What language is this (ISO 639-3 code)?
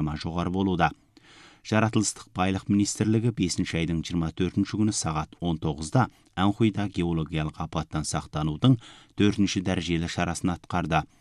kaz